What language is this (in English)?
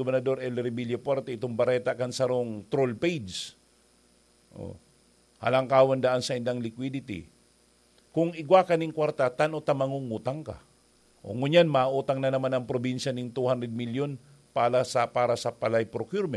Bikol